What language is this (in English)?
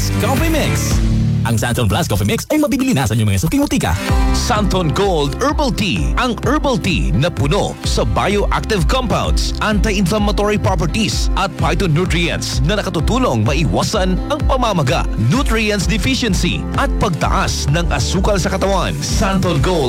Filipino